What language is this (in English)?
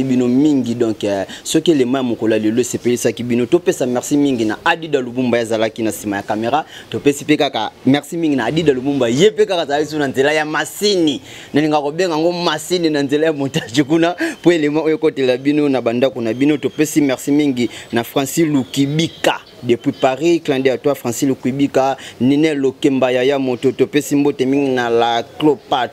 Lingala